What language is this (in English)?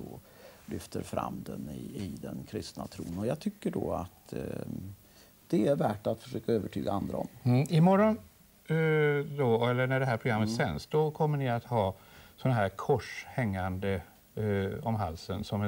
Swedish